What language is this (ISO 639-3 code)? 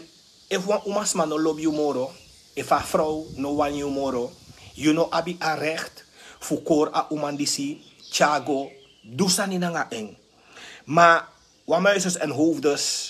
srn